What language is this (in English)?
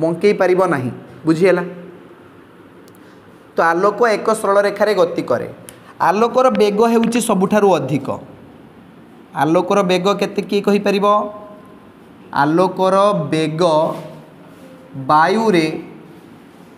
Odia